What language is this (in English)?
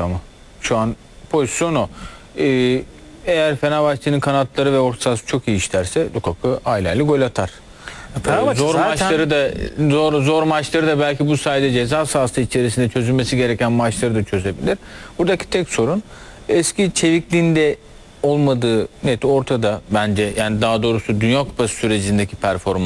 Turkish